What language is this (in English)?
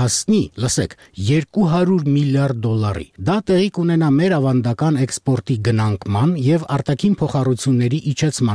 Armenian